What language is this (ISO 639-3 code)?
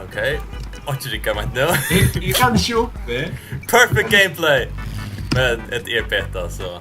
fao